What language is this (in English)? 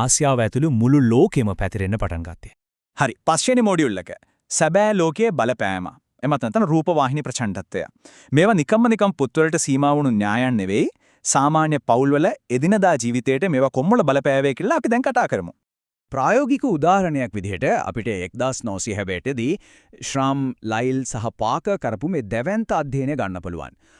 Sinhala